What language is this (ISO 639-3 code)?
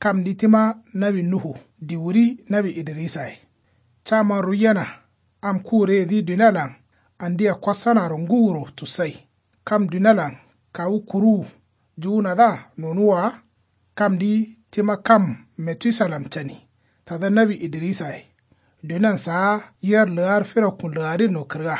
kau